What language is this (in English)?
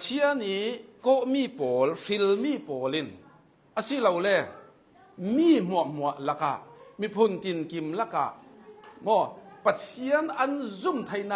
Hakha Chin